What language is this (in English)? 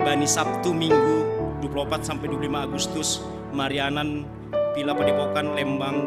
Batak Simalungun